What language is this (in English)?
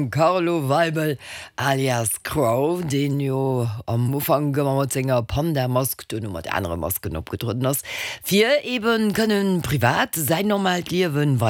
Luxembourgish